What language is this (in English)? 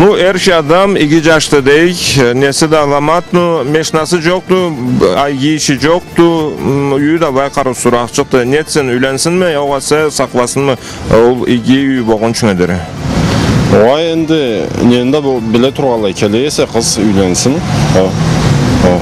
Karachay-Balkar